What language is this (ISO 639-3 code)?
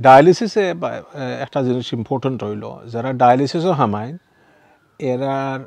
syl